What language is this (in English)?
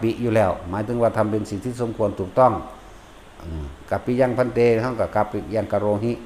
Northeastern Thai